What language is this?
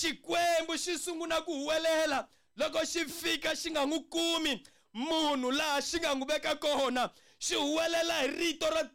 Tsonga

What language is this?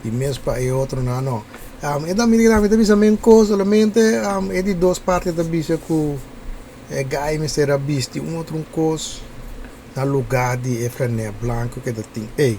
Papiamento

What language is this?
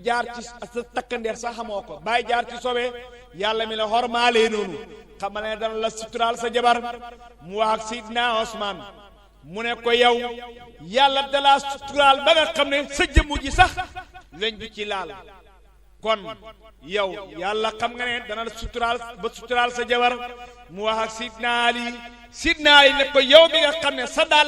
Wolof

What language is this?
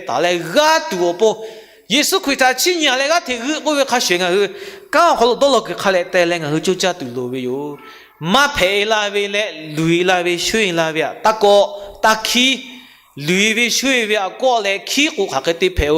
Lahu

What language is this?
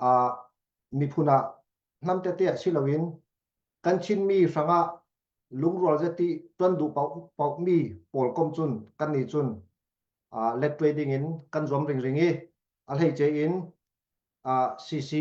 Falam Chin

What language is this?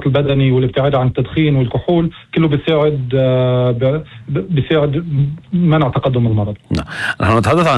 North Levantine Arabic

